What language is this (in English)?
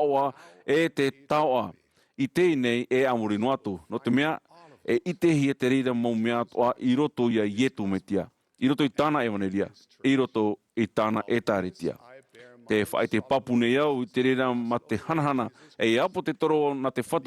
Tahitian